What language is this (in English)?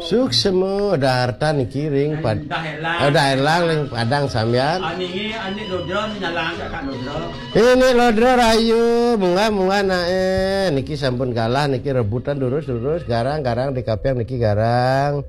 Balinese